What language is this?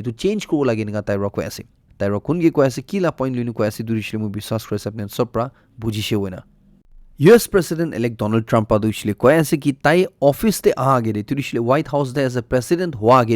Naga Pidgin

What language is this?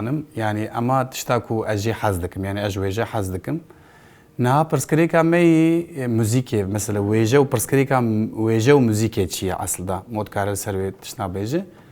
Kurdish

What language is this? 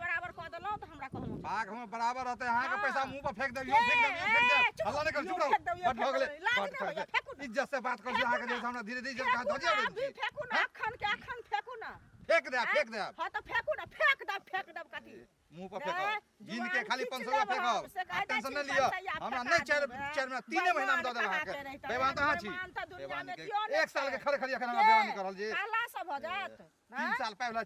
Maithili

